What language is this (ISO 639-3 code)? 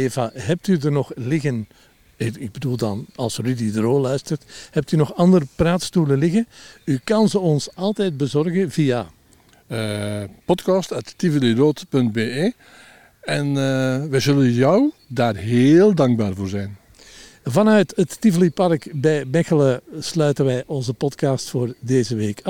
nld